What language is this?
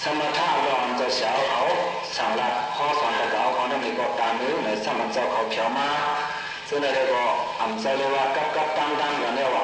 Shan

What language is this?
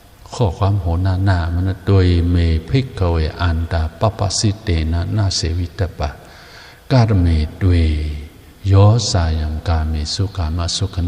Shan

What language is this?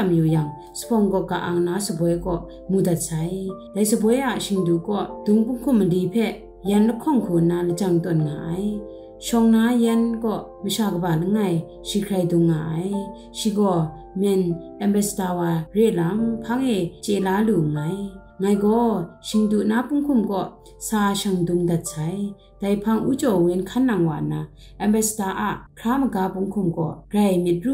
Kachin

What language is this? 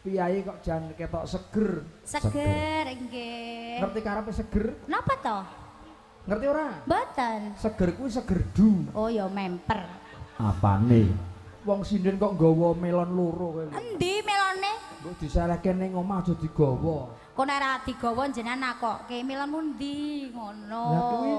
Javanese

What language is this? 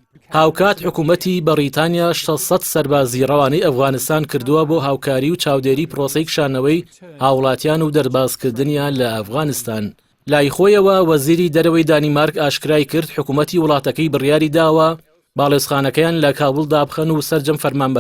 Central Kurdish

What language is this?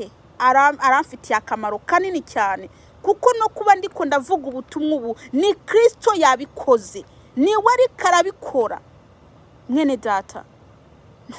Kinyarwanda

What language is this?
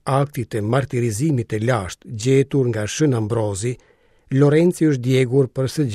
Albanian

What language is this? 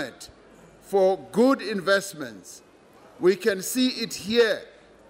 English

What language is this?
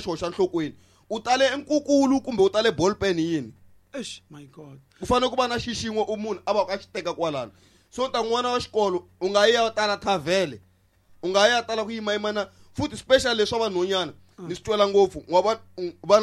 Tsonga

